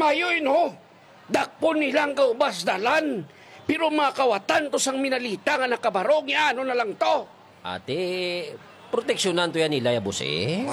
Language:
Hiligaynon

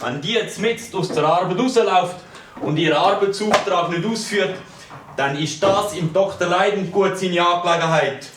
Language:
Swiss German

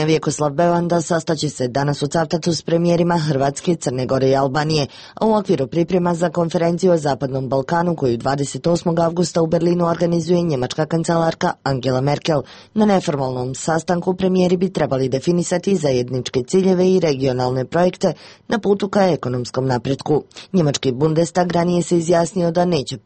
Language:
Bosnian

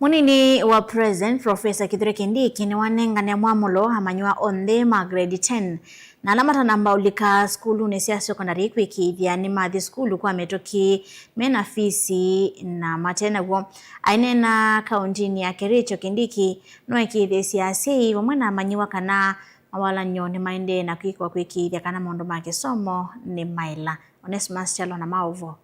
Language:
Kamba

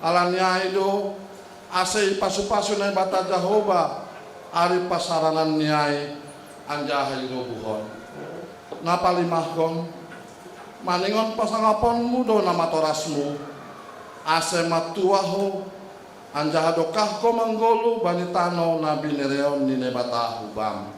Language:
Batak Simalungun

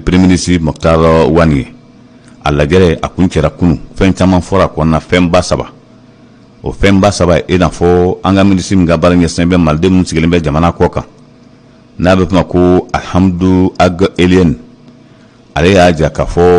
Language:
Bambara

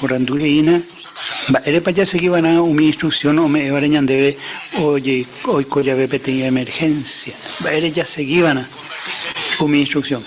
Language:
Guarani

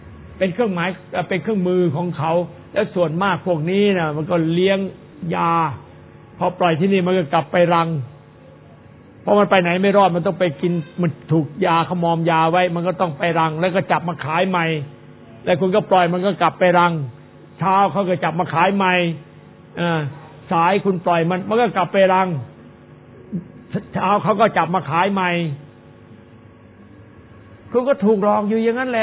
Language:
Thai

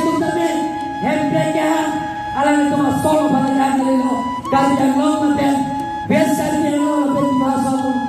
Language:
Karbi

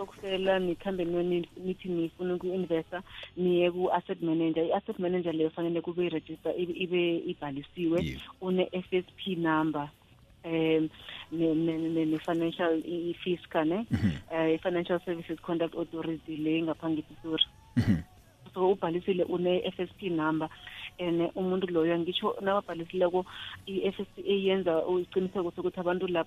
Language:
South Ndebele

